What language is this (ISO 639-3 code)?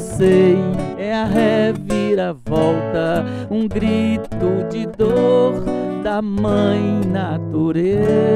por